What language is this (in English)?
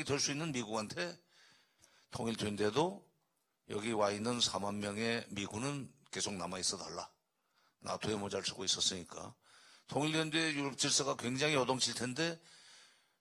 Korean